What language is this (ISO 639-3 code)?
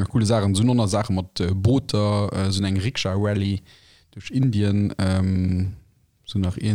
ltz